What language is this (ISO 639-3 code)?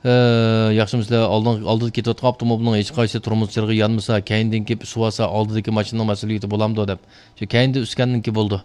uig